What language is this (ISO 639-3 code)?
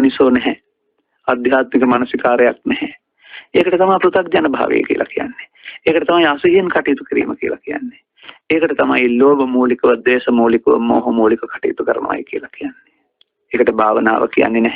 sin